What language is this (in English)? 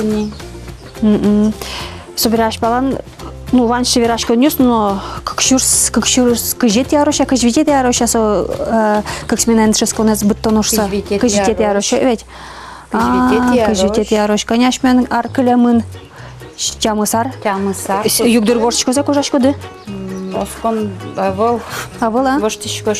Udmurt